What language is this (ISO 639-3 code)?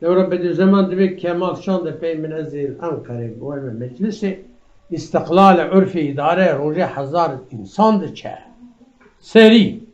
kur